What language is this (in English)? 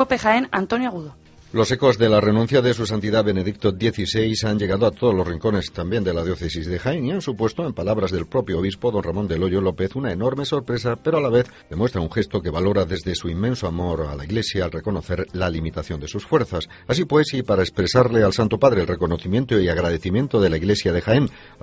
Spanish